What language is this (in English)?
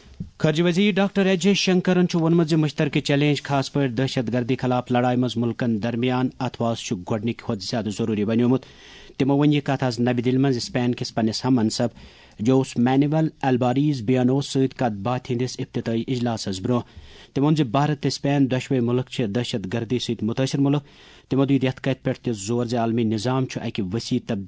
Kashmiri